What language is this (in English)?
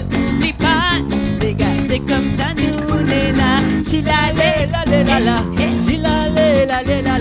Réunion Creole French